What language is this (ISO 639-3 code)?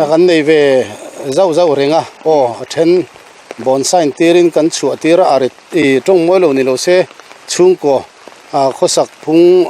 lus